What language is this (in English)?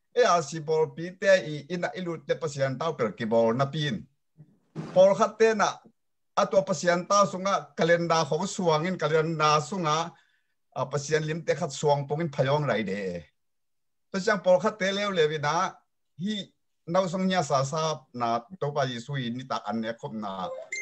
Tedim Chin